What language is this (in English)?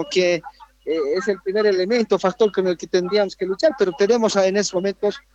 Spanish